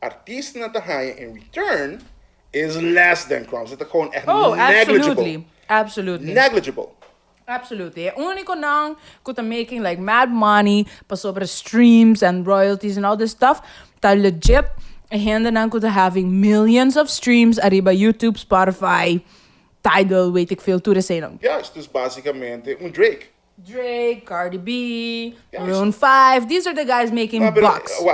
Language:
Papiamento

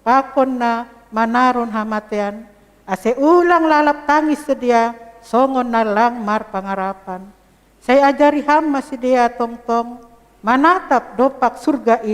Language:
Batak Simalungun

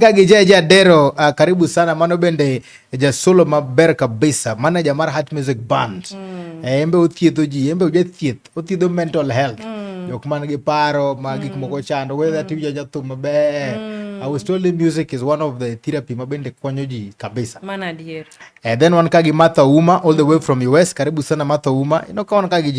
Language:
Luo (Kenya and Tanzania)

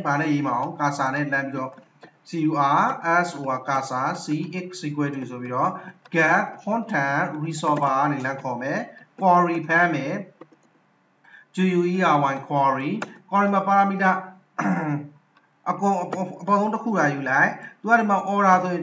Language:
Burmese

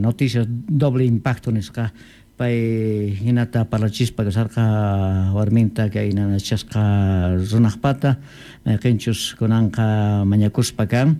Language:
Quechua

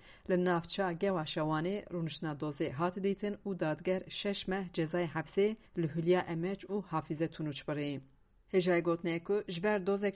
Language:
Kurdish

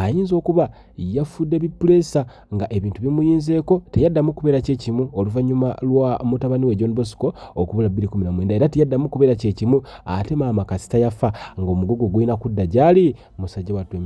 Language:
Ganda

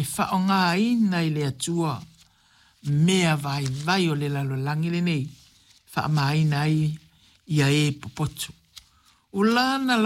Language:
Samoan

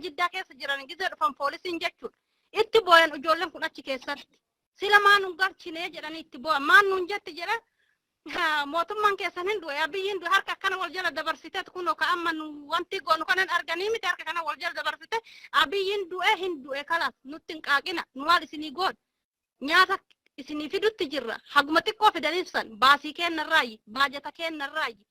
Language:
Oromo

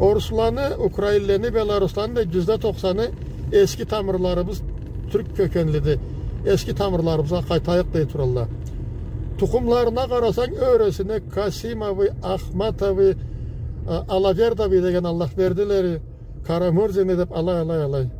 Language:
Karachay-Balkar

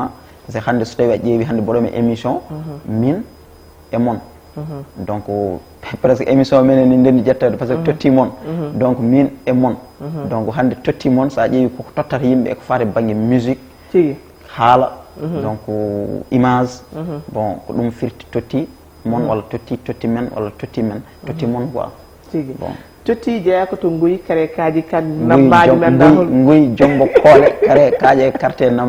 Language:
Fula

